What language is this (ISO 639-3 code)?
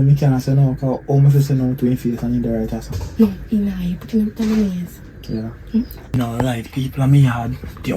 jam